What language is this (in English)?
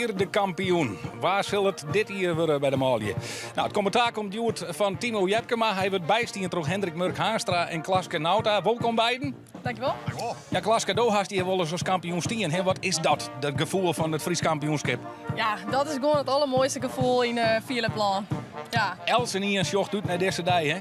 Western Frisian